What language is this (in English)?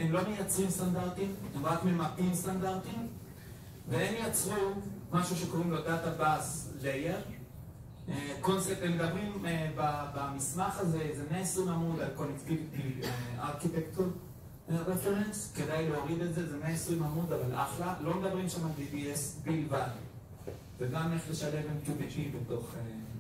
Hebrew